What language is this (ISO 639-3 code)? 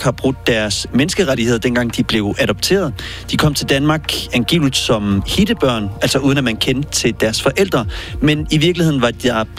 dan